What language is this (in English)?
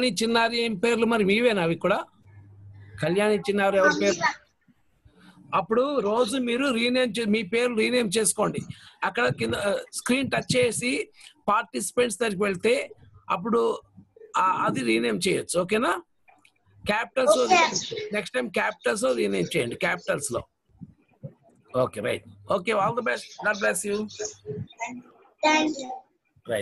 Telugu